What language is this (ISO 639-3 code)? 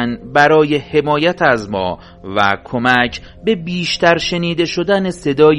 fas